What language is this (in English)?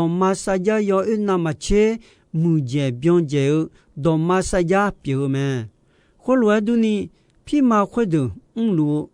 Akha